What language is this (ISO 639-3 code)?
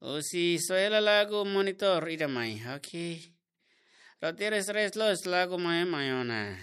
tet